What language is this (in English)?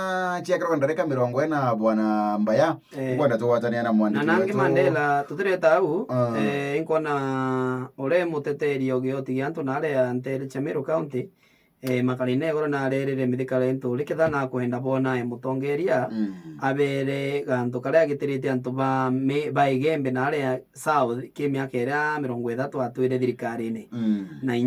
Meru